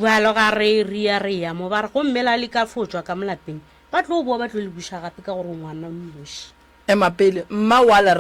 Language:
Northern Sotho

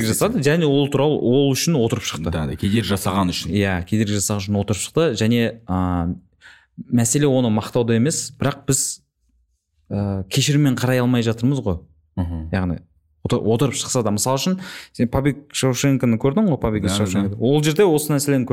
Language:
Kazakh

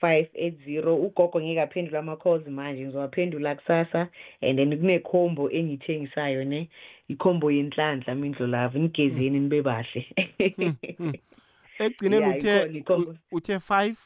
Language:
South Ndebele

